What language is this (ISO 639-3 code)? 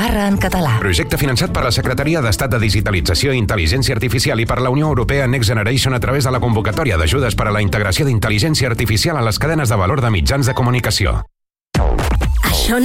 cat